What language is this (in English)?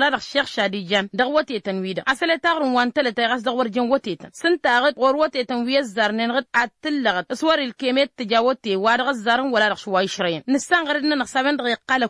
Tamasheq